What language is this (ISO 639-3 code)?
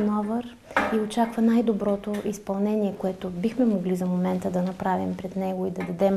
bul